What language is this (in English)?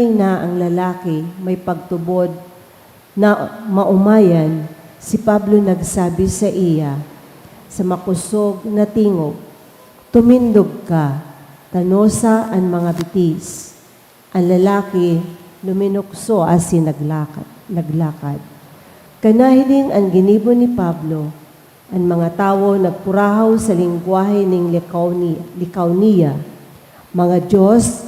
Bikol